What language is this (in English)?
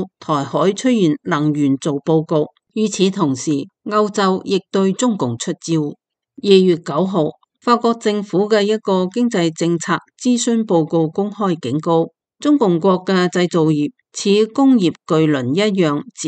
Cantonese